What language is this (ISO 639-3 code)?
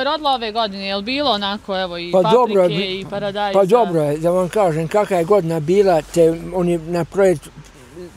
bos